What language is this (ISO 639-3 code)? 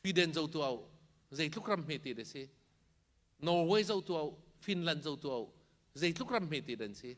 cnh